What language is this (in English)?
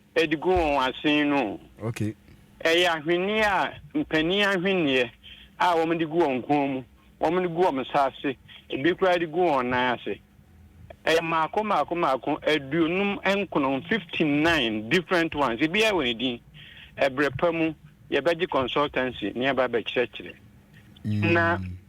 Akan